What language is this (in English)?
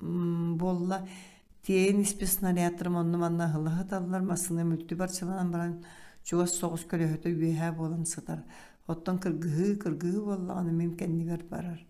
Yakut